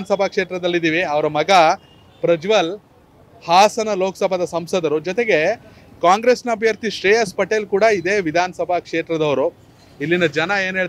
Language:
Kannada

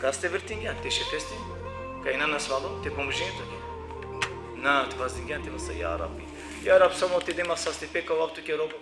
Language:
Balkan Romani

